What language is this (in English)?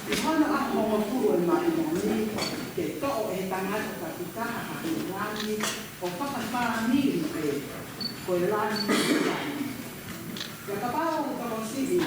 Tongan